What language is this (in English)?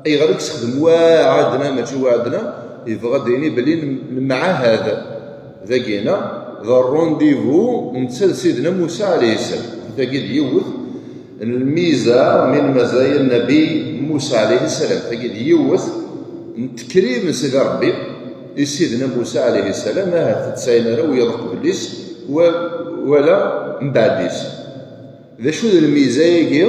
Kabyle